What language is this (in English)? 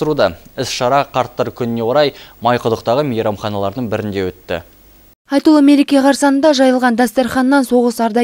Kazakh